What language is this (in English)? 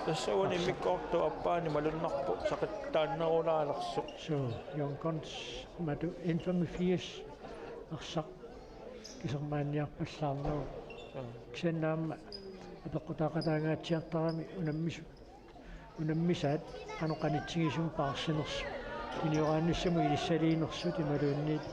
Kalaallisut